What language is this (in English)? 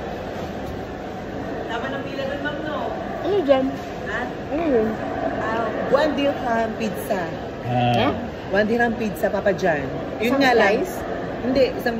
Filipino